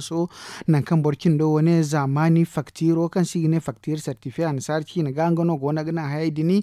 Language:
Zarma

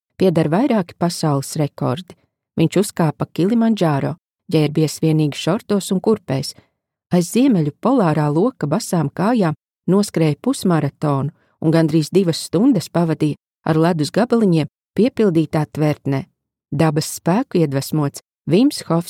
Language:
Latvian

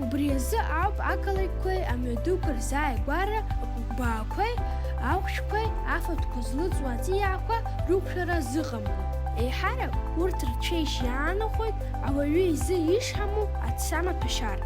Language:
Abkhazian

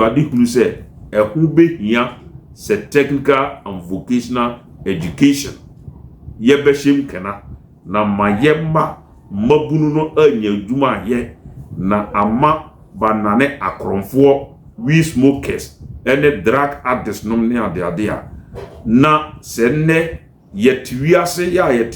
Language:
Akan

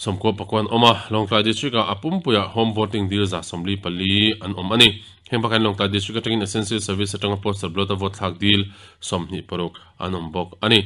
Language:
Mizo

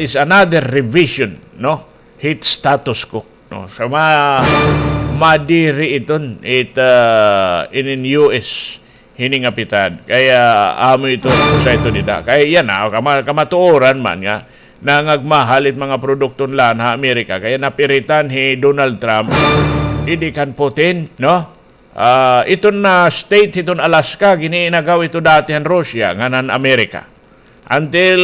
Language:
Waray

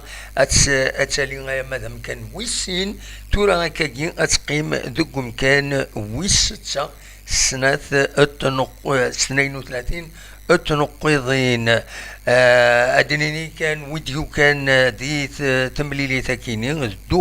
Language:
Kabyle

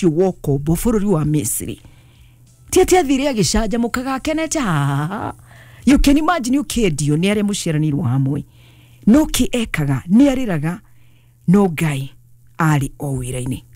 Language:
Kikuyu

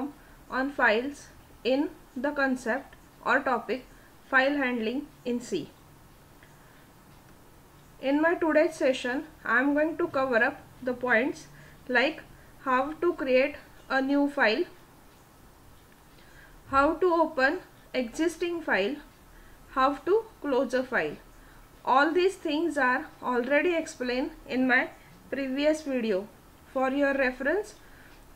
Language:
English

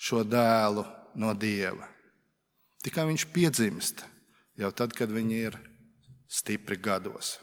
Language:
Latvian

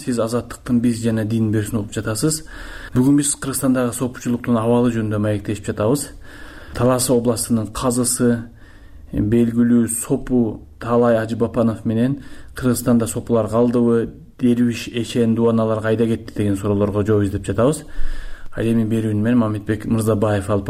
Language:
Kyrgyz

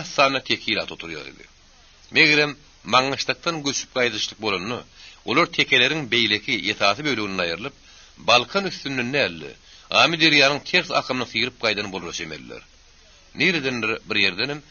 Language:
Turkmen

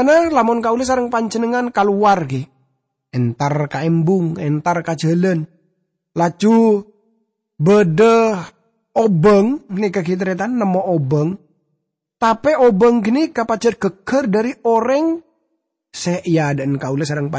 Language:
Madurese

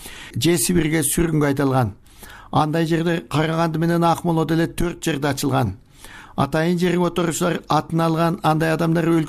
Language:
Kyrgyz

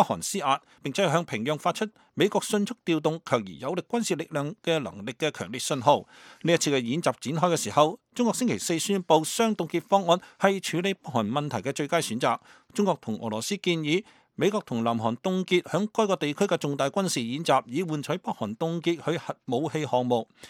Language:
Cantonese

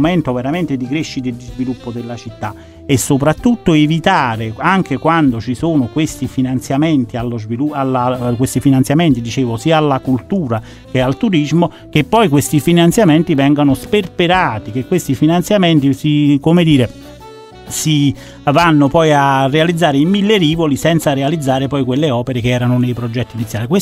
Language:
Italian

